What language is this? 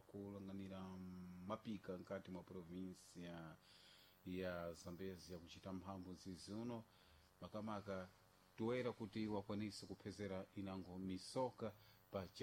Sena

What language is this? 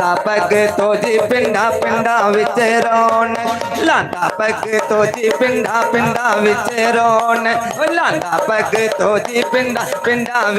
Dogri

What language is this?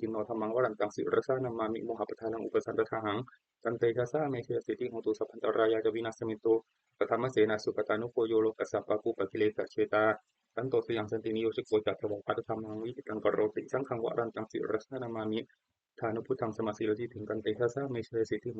Pali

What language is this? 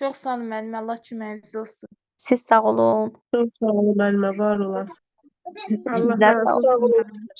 Azerbaijani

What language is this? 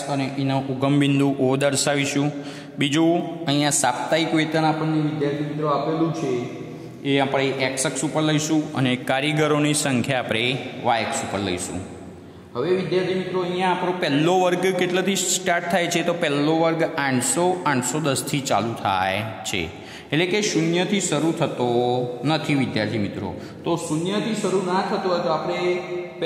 Gujarati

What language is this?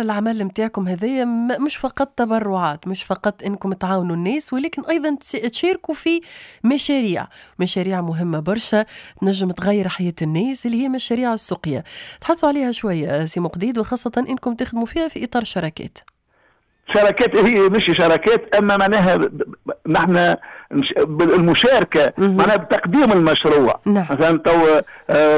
Tunisian Arabic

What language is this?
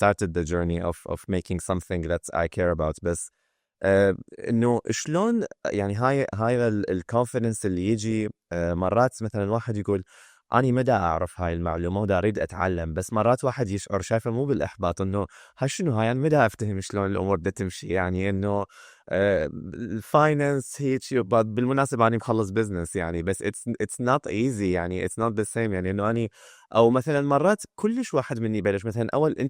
Mesopotamian Arabic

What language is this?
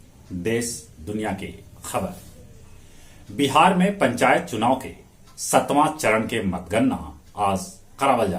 Magahi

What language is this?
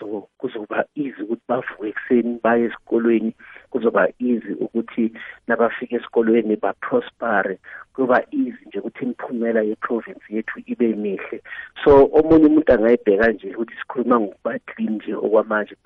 South Ndebele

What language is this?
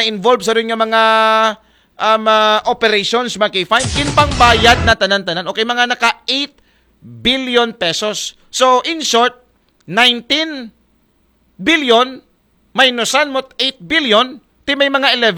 Aklanon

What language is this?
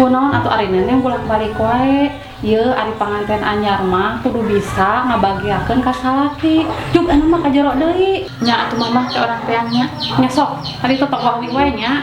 Sundanese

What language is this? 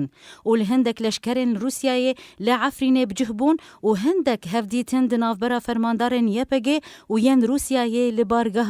Kurdish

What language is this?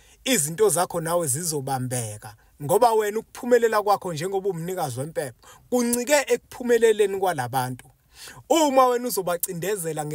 Zulu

